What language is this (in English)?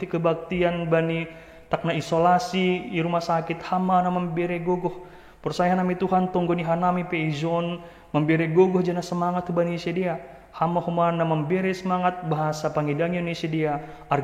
Batak Simalungun